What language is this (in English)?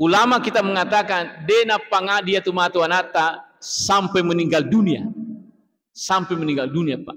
Buginese